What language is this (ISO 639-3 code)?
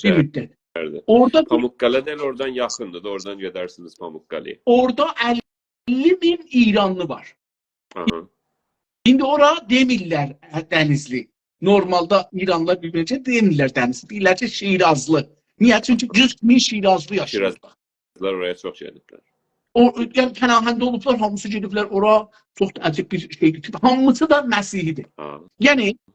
azb